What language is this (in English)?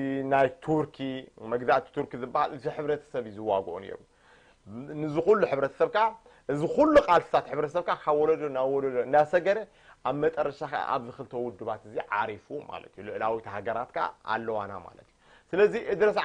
Tigrinya